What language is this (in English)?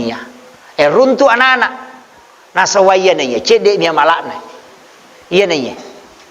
Buginese